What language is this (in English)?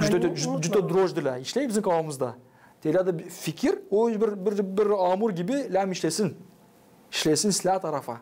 Gagauz